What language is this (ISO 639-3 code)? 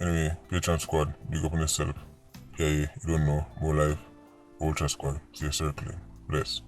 jam